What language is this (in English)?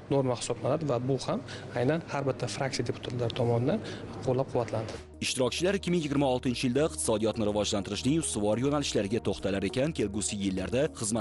Uzbek